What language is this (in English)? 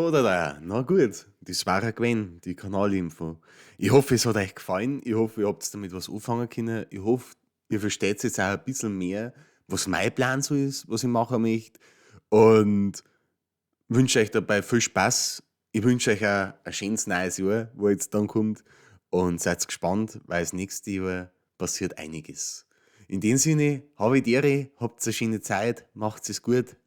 Bavarian